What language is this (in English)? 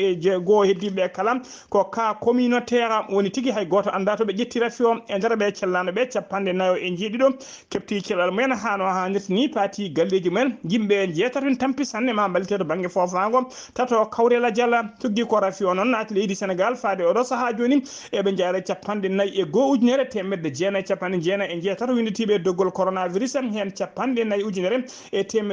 Fula